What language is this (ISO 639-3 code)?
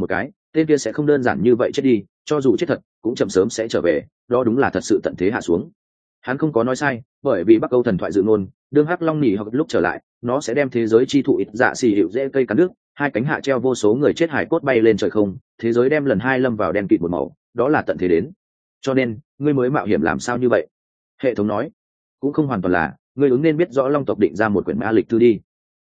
vie